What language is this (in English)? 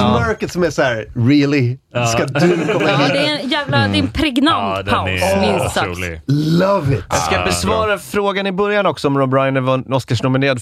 Swedish